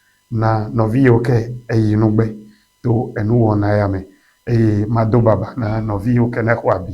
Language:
Ewe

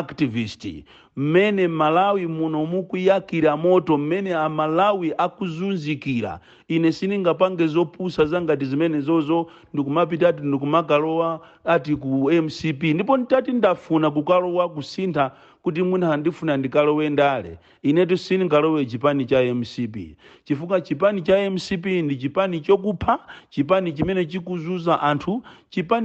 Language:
Nyanja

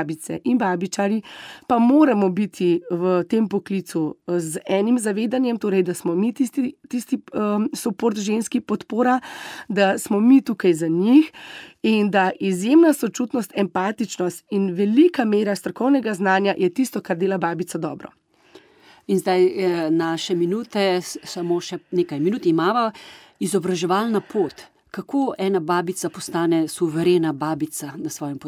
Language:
Slovenian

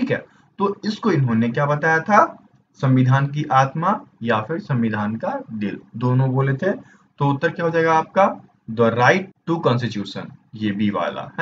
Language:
Hindi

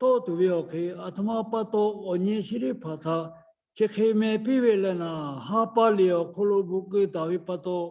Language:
Lahu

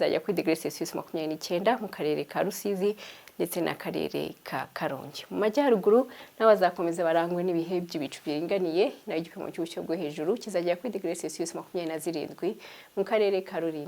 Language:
Kinyarwanda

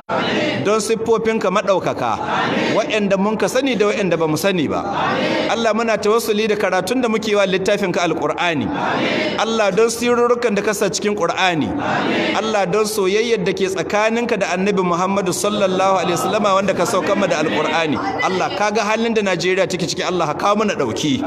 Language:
Hausa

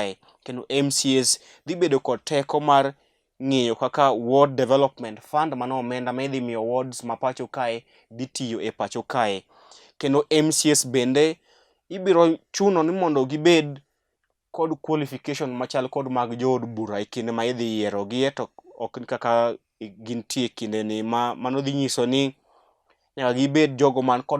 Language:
Luo (Kenya and Tanzania)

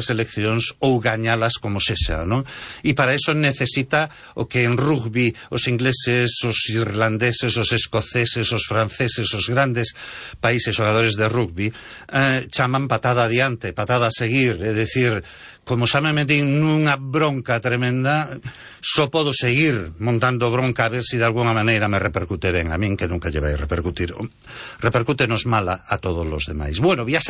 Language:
Galician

